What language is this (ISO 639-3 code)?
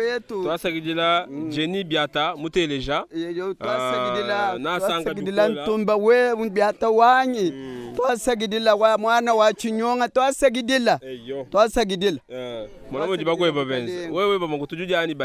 lua